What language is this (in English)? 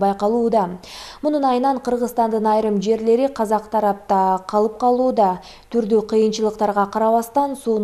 Kyrgyz